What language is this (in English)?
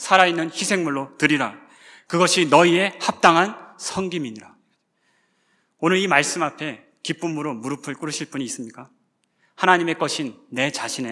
Korean